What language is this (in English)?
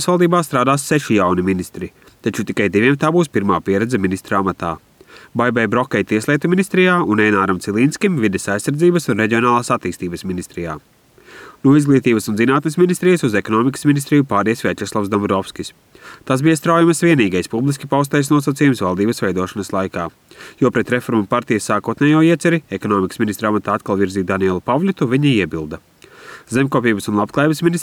Latvian